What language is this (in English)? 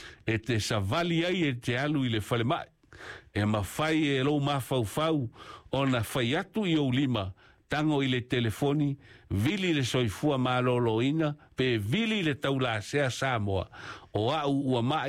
Samoan